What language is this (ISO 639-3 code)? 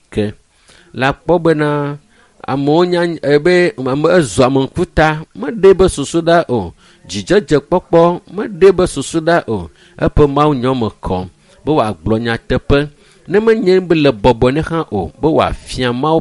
ewe